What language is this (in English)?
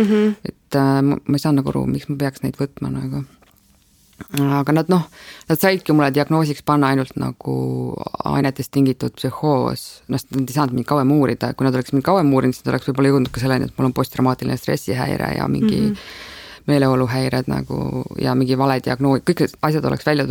Estonian